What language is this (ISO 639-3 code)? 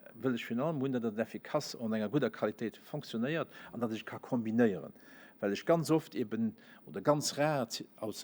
ltz